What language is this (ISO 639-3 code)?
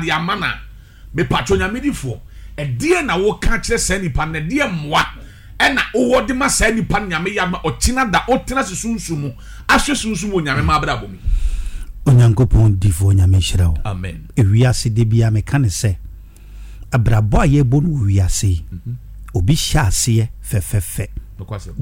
aka